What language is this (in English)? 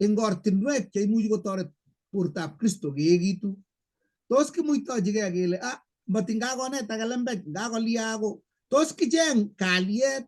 Kalenjin